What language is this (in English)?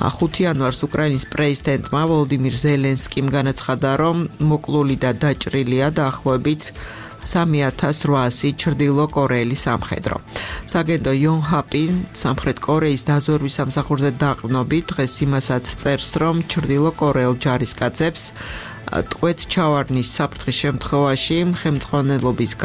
Georgian